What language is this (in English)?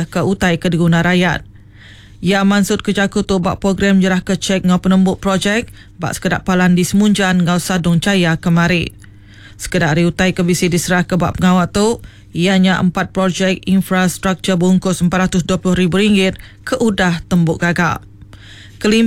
Iban